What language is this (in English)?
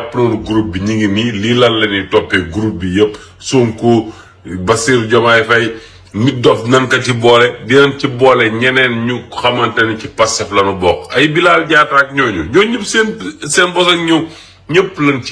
Wolof